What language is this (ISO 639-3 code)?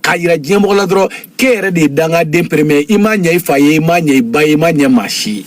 bam